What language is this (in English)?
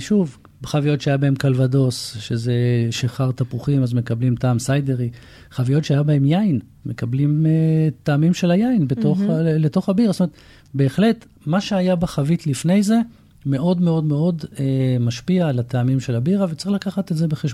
Hebrew